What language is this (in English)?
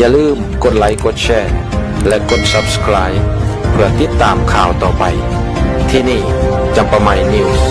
Lao